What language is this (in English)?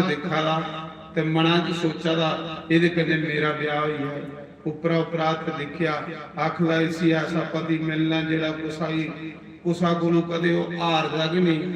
Dogri